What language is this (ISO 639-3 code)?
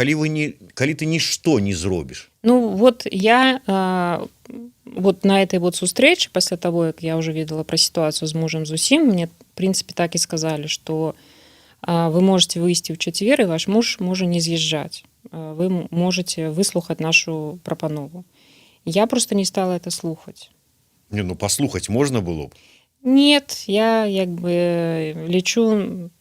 bel